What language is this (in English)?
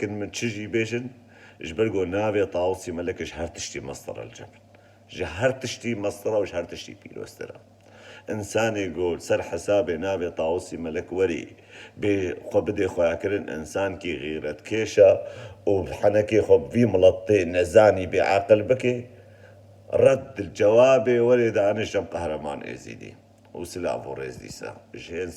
Kurdish